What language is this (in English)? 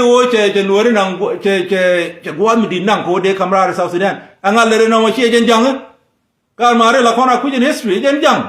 Nuer